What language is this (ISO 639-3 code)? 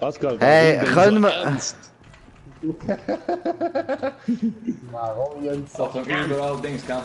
gsw